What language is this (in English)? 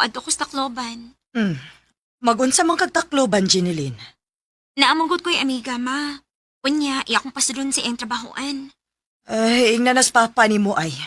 Cebuano